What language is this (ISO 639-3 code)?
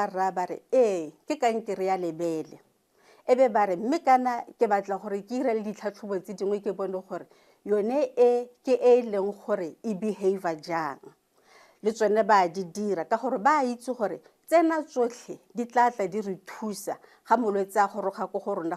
tsn